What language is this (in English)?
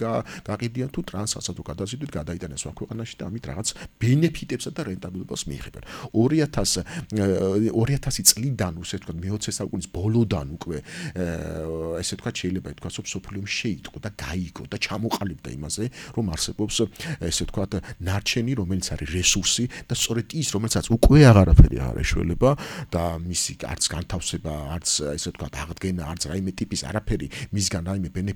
Georgian